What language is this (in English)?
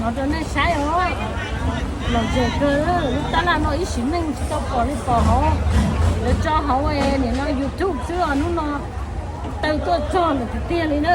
Hmong